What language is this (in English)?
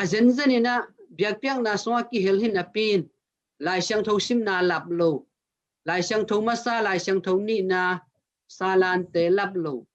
Tedim Chin